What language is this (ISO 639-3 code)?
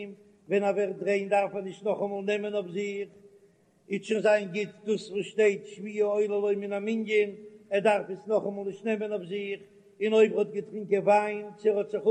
yid